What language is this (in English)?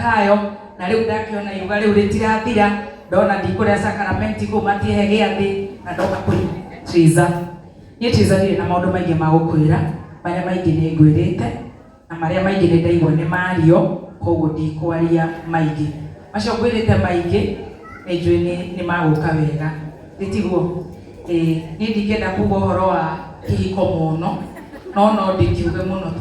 Kikuyu